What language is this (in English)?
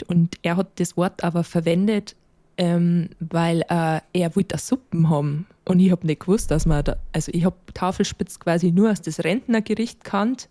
Bavarian